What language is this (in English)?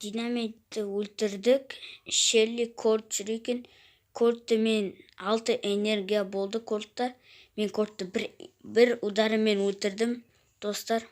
Kazakh